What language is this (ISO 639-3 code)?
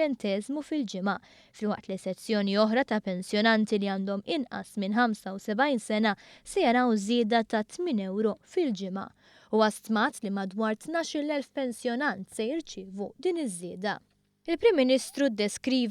mlt